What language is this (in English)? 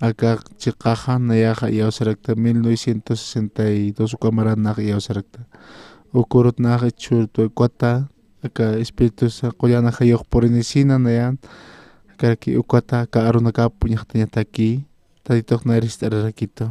Aymara